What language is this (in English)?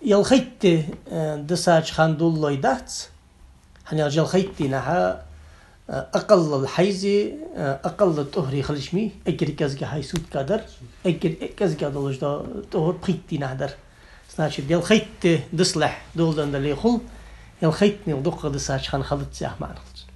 Ingush